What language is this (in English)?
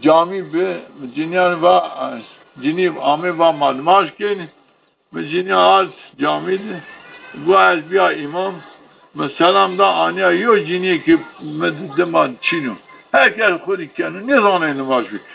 Zaza